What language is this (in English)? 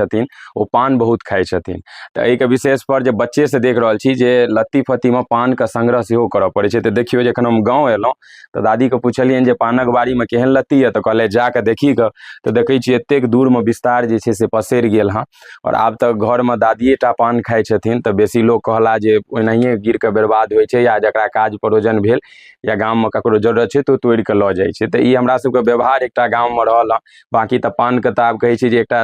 Maithili